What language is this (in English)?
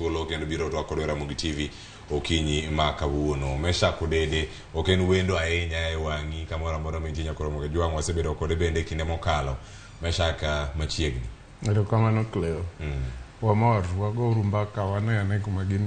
Luo (Kenya and Tanzania)